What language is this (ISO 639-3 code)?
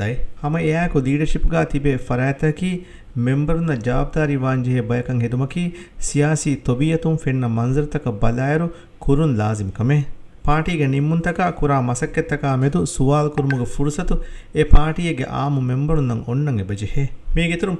div